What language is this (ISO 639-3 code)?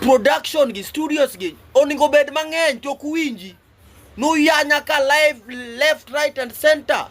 luo